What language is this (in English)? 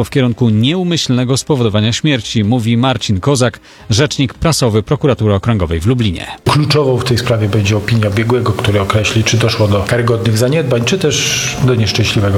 Polish